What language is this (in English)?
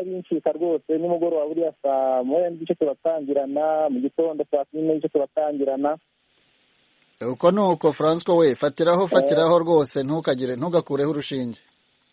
Kinyarwanda